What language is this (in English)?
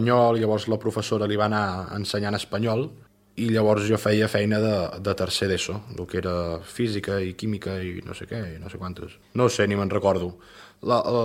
Catalan